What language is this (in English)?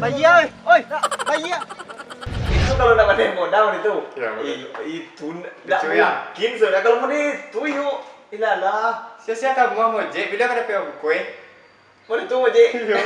Minangkabau